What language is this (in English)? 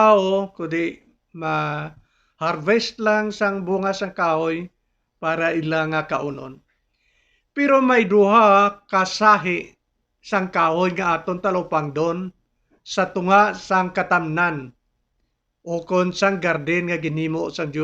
Hiligaynon